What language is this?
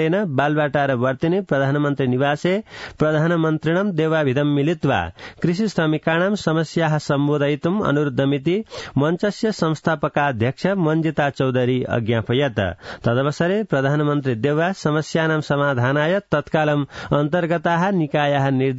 Sanskrit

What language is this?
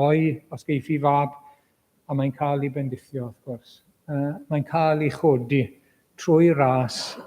Welsh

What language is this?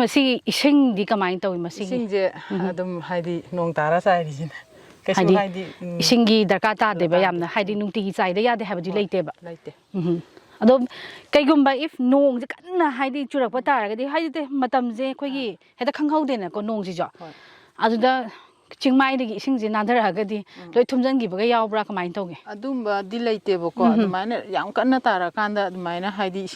Manipuri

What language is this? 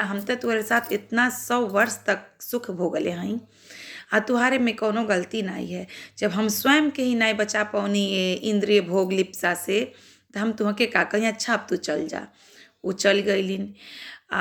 Bhojpuri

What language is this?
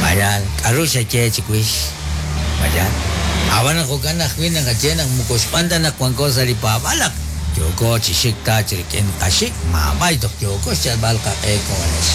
Kekchí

